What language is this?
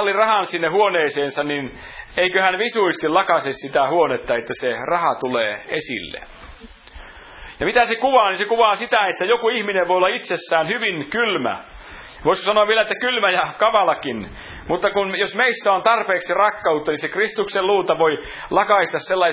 Finnish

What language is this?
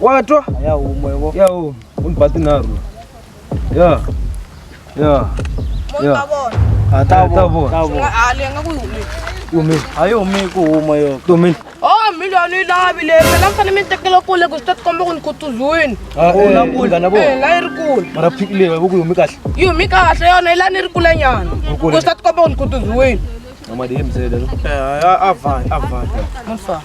Tsonga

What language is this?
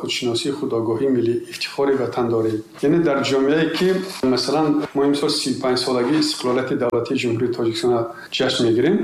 Tajik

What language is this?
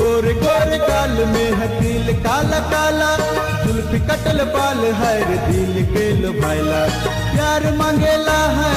Bhojpuri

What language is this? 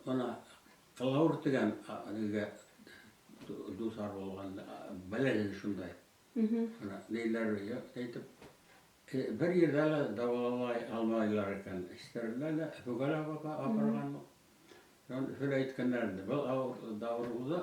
Bashkir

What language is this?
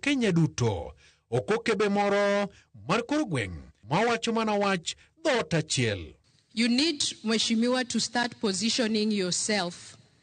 Luo (Kenya and Tanzania)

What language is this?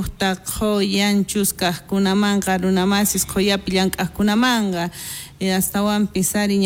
South Bolivian Quechua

